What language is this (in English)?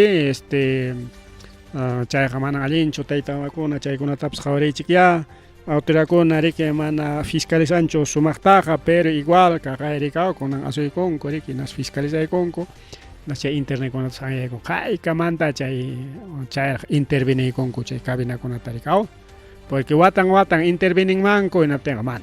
Ayacucho Quechua